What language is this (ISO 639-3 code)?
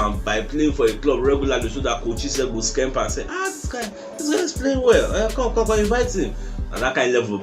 pcm